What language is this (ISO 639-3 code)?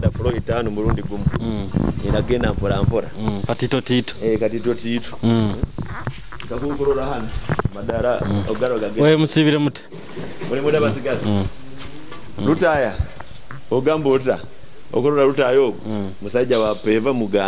nyo